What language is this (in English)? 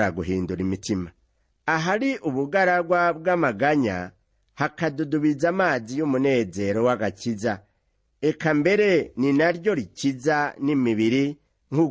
Rundi